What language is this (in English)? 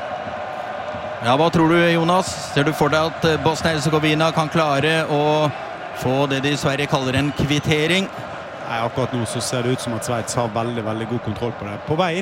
Norwegian